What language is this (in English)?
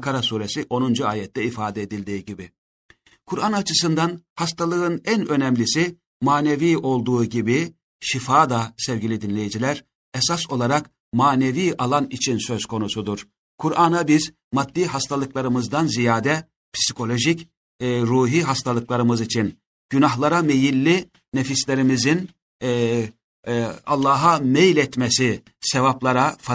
Turkish